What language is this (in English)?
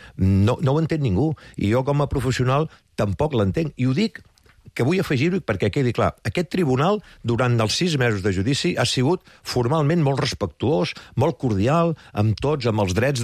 Catalan